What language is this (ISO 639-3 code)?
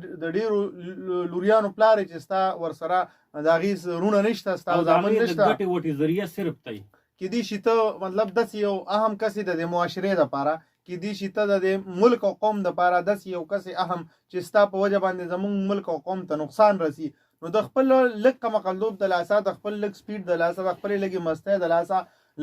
pus